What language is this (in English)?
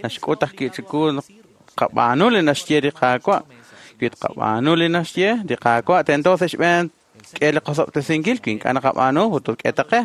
Kekchí